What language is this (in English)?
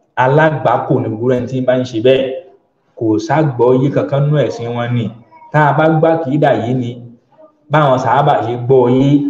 Yoruba